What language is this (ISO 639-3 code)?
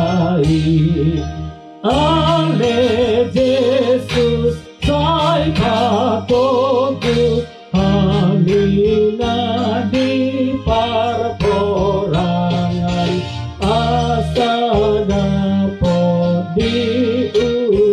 bbc